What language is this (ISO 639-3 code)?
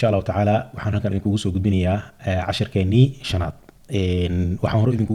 som